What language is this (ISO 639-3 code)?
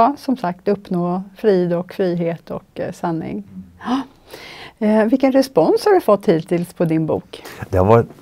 swe